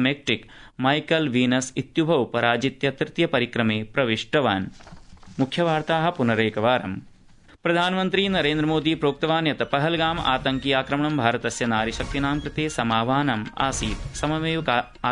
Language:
Sanskrit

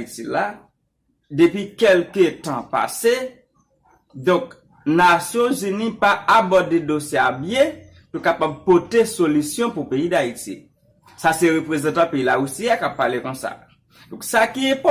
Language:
Haitian Creole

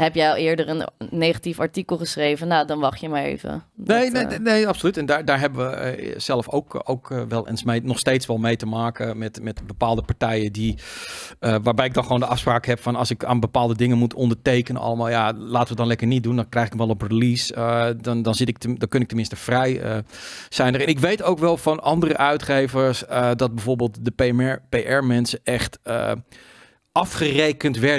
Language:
Dutch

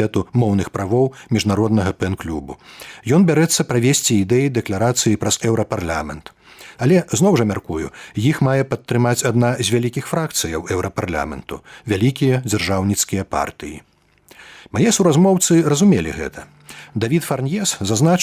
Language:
Belarusian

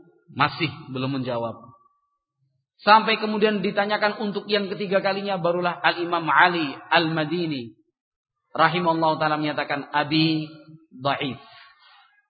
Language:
Indonesian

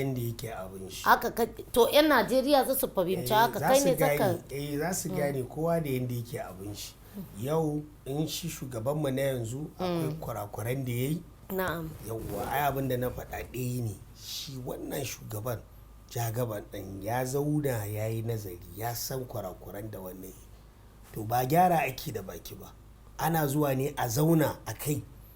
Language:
Hausa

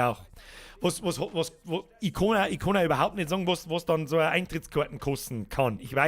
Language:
Bavarian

